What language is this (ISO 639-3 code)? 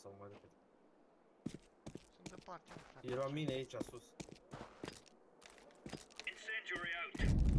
ron